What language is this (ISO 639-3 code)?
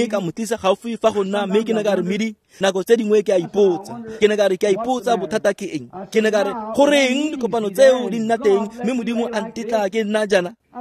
tsn